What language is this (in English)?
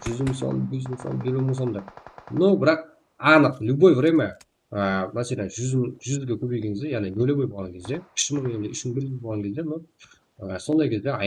Kara-Kalpak